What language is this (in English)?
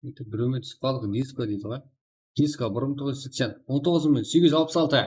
Kara-Kalpak